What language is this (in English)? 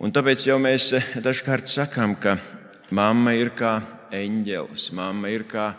Latvian